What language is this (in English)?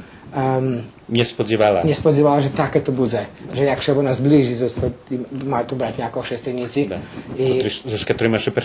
Rusyn